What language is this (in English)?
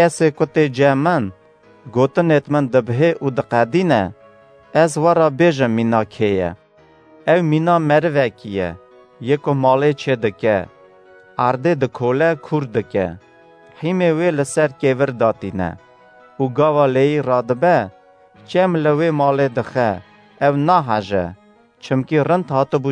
Kurdish